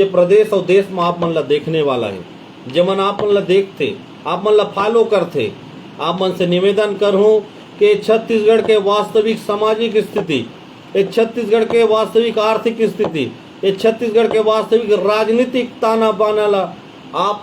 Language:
Chhattisgarhi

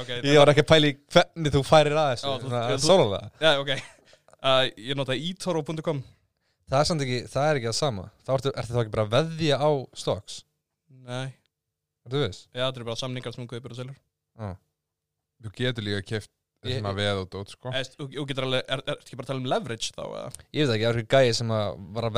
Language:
Icelandic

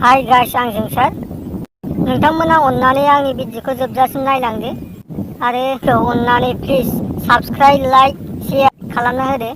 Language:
Bodo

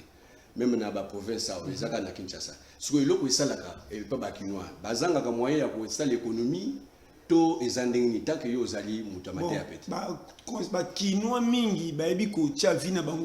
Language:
Lingala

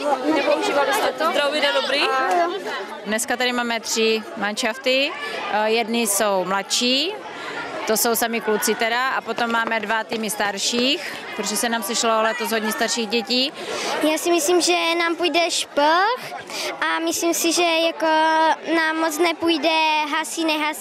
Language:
Czech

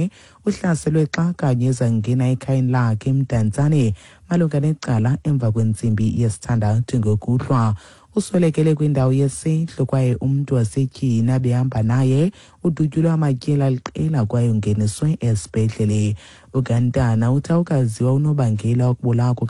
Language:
Xhosa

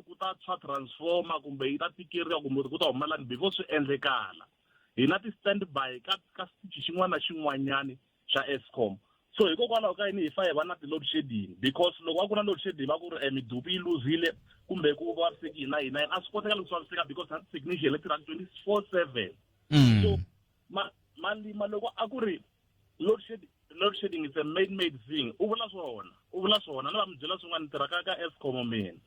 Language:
Tsonga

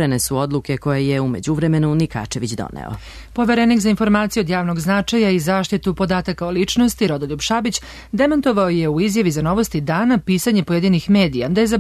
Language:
Serbian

